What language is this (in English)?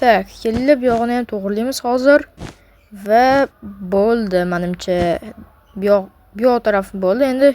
Uzbek